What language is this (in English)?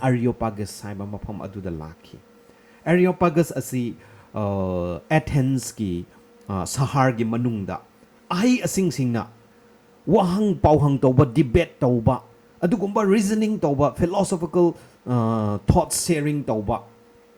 Manipuri